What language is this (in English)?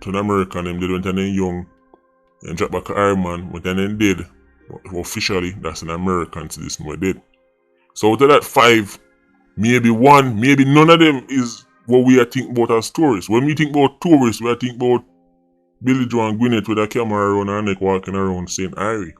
Jamaican Creole English